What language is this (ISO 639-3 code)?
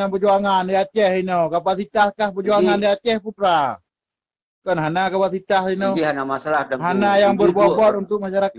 ace